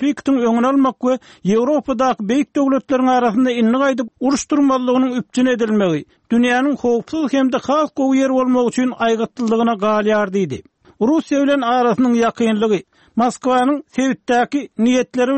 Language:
Turkmen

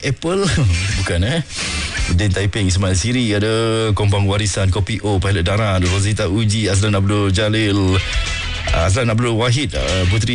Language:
Malay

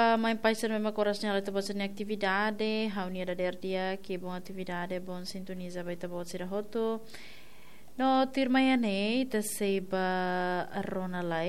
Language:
Tetum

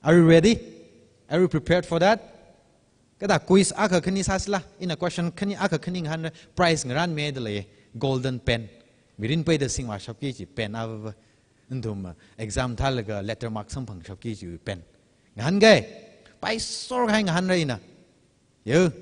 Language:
Tangkhul Naga (India)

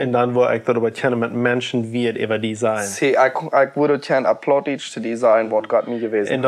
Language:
Plautdietsch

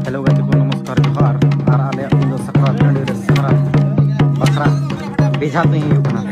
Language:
Santali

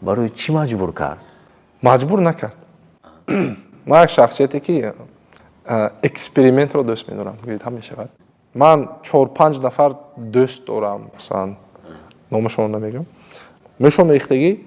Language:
Tajik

